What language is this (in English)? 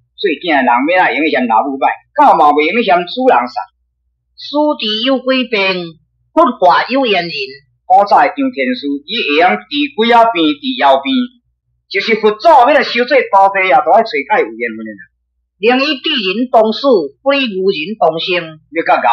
Min Nan Chinese